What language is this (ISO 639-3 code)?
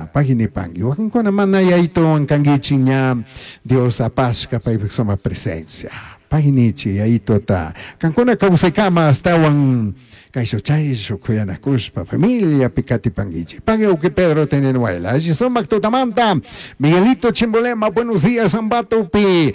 qug